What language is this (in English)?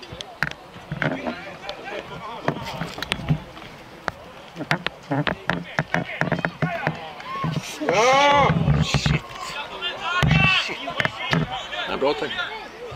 Swedish